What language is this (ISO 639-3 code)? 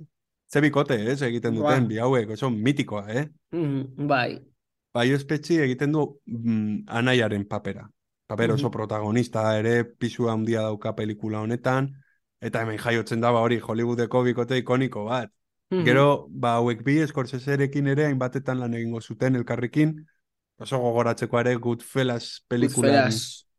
eus